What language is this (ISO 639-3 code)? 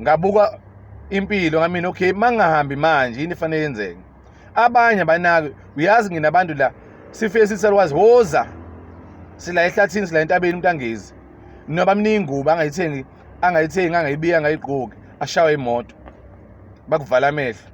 zul